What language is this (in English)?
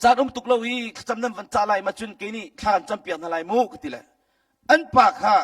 Hakha Chin